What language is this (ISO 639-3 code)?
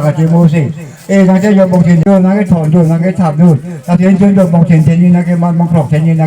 mjw